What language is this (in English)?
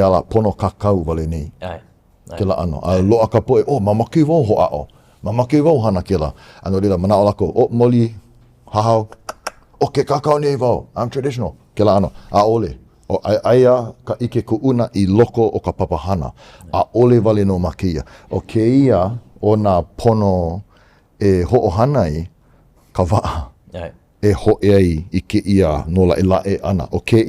Hawaiian